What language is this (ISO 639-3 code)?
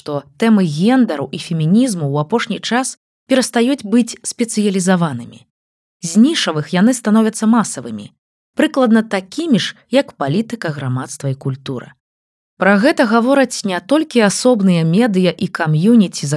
bel